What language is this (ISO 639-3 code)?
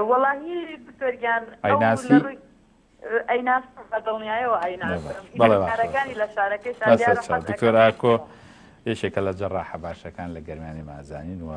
ckb